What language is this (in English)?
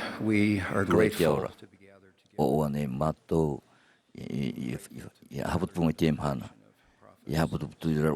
Tahitian